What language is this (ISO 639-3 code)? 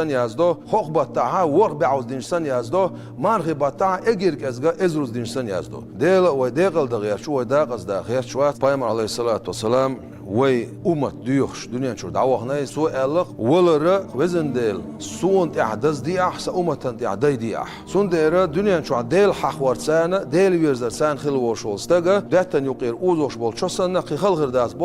che